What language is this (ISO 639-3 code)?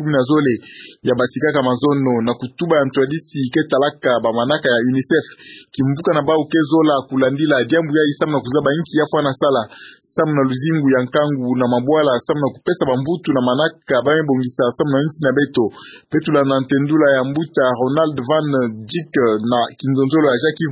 ktu